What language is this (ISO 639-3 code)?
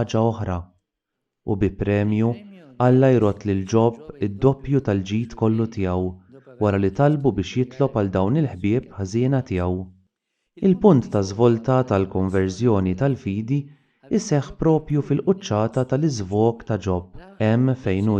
mlt